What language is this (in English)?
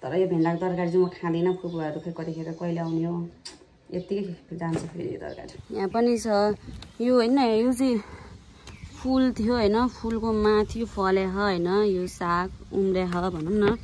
Nepali